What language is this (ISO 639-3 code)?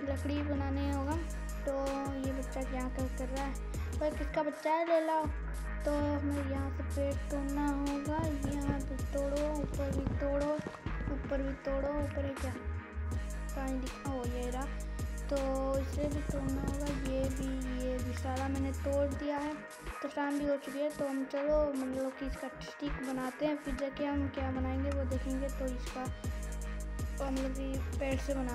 hin